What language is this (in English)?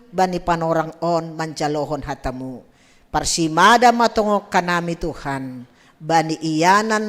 Batak Simalungun